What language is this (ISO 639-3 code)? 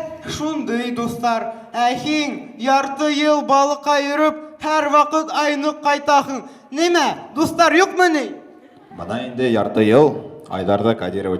bak